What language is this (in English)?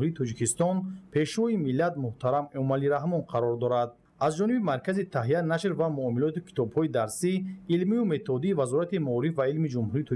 Tajik